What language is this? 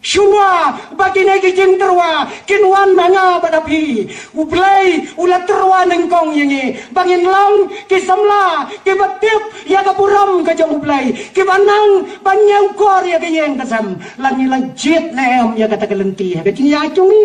Khasi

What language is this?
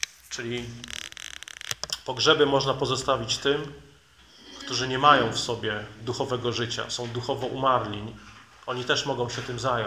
Polish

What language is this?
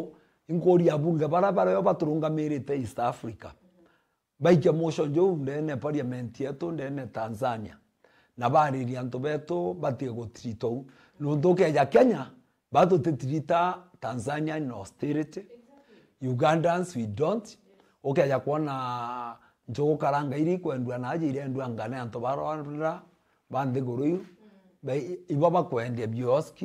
Meru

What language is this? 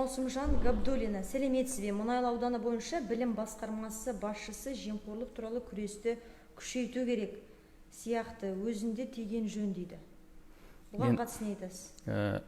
Kazakh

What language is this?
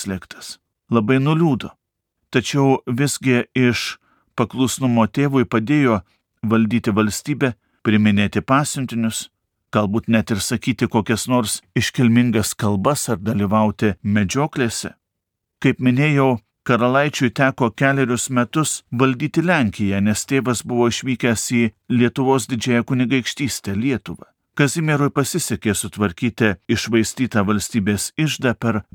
Lithuanian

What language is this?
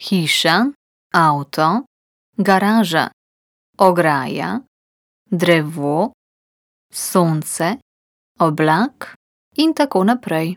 Slovenian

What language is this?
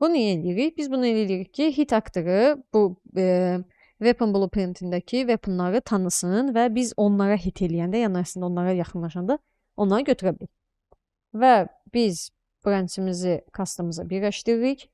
Azerbaijani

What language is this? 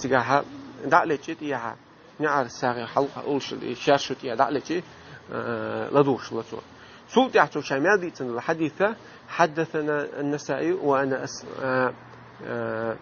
Chechen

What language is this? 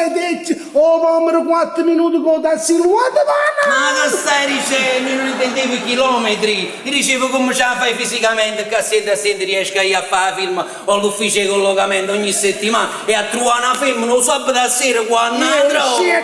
Neapolitan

